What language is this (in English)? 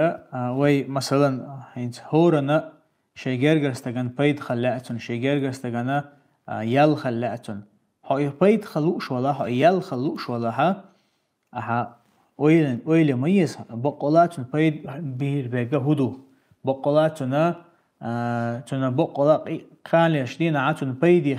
Chechen